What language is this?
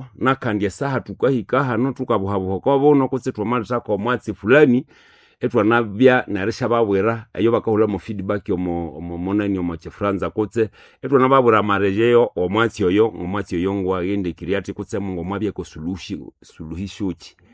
Nande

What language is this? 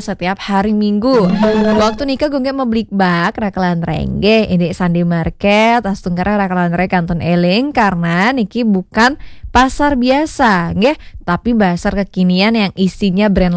Balinese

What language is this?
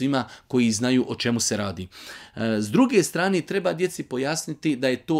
Bosnian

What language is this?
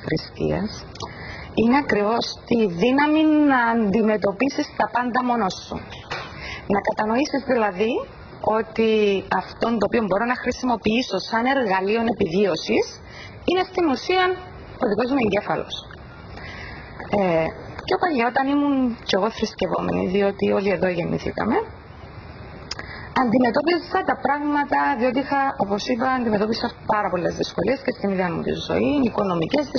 Greek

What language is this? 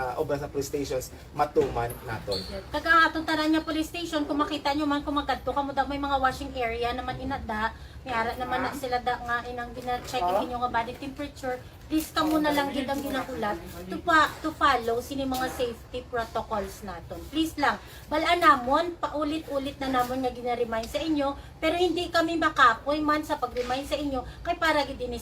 Hiligaynon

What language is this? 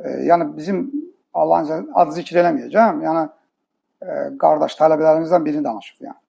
Azerbaijani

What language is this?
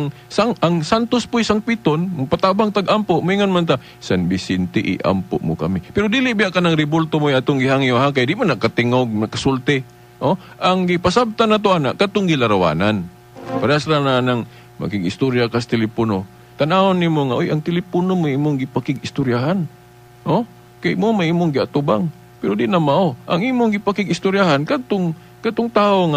Cebuano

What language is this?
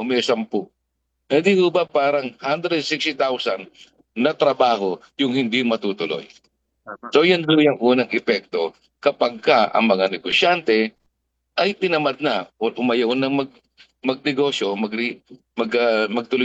Filipino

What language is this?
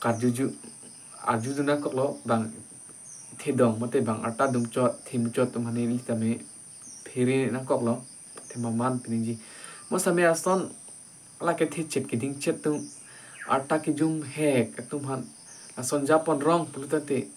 Karbi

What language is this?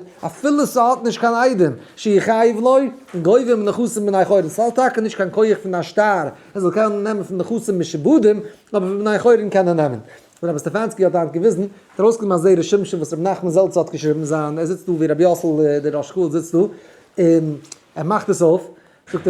Yiddish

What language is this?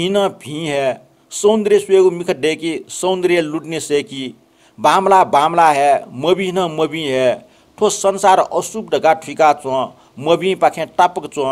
Newari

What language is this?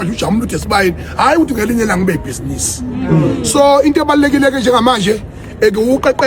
Zulu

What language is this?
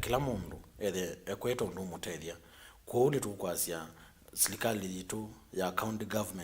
Kamba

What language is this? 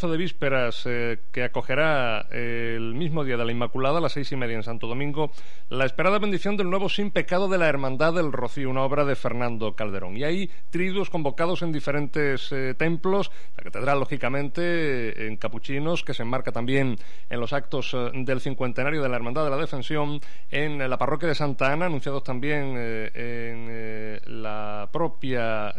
Spanish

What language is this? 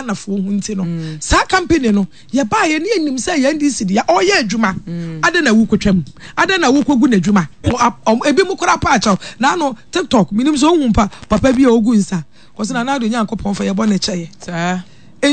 Akan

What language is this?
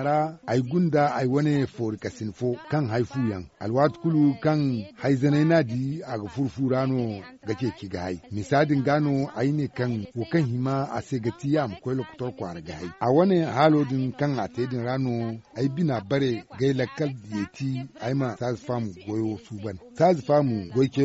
Zarma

